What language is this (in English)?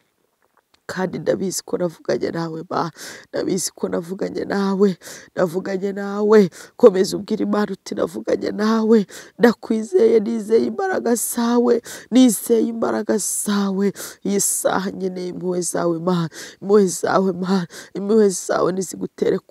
Kinyarwanda